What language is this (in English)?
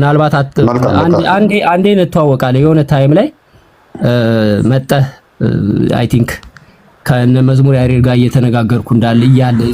Amharic